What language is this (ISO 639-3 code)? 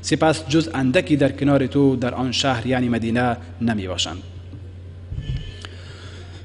fas